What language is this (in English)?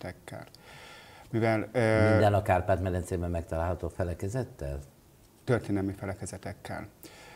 Hungarian